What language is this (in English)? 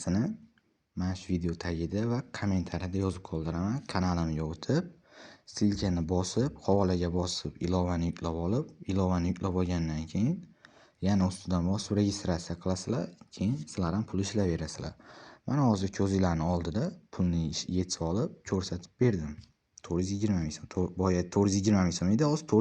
Uzbek